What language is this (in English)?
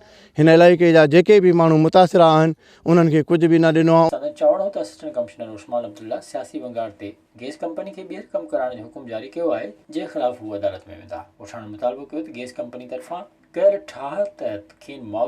Sindhi